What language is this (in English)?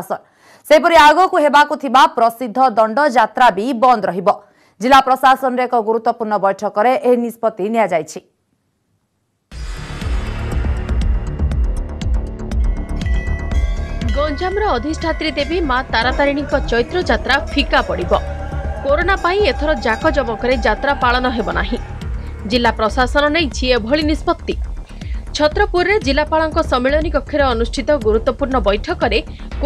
Odia